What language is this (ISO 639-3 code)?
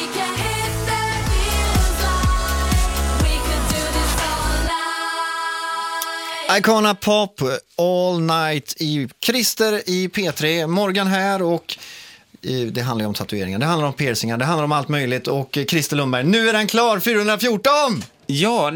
swe